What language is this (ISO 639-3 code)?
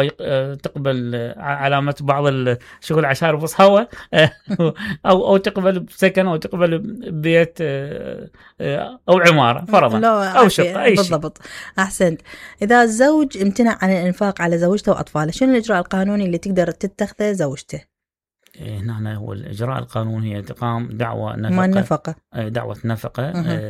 acm